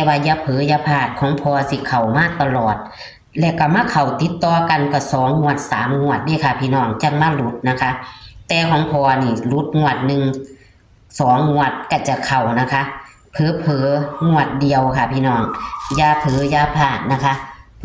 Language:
Northeastern Thai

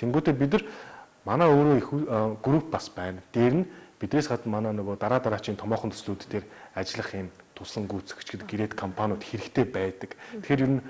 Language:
Mongolian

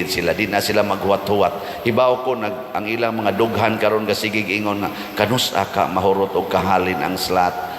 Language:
Cebuano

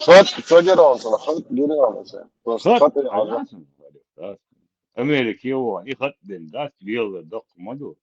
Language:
Chechen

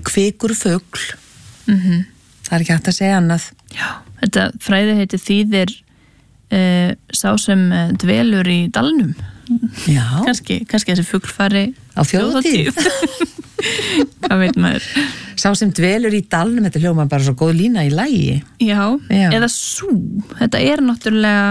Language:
Icelandic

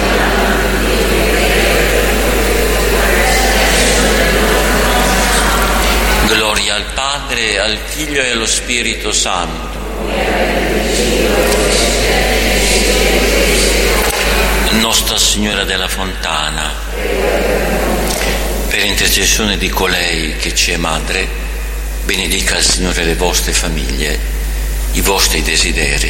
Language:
Italian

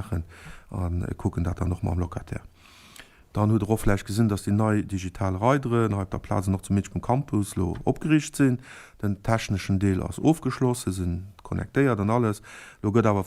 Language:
Luxembourgish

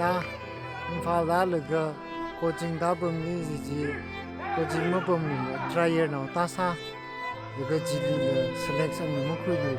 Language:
Tangkhul Naga (India)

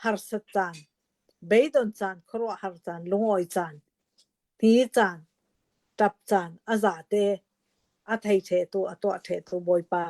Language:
Hakha Chin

